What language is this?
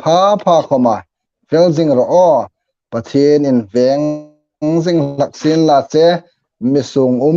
Hmar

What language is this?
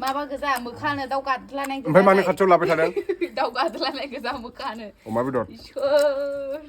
Bodo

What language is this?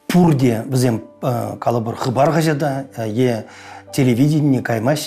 Chuvash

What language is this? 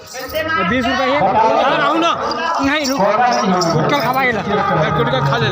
Chhattisgarhi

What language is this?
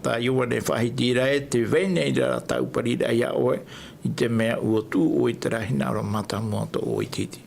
Tahitian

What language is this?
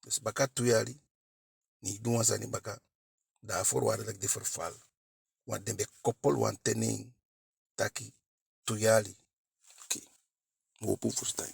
Eastern Maroon Creole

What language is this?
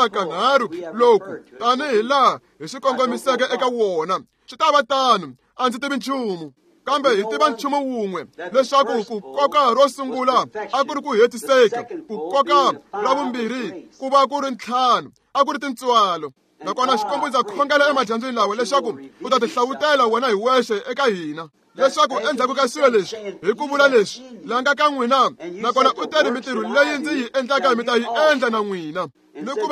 Tsonga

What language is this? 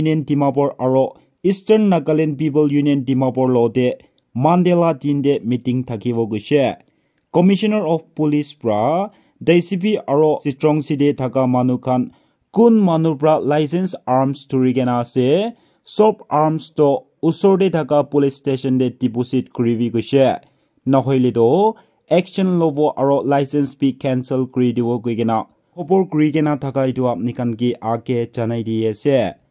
Naga Pidgin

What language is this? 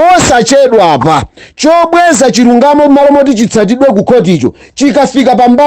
Nyanja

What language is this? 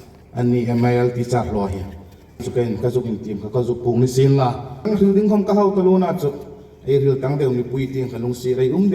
Hmar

